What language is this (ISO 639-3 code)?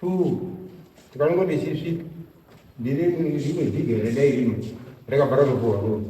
sna